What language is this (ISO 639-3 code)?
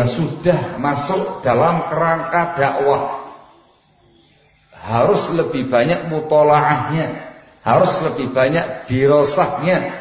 ind